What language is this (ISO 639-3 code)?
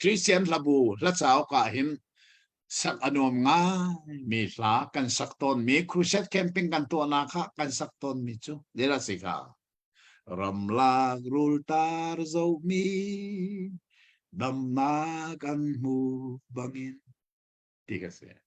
cnh